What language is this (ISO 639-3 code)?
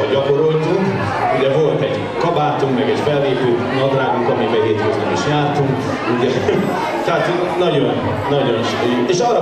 hun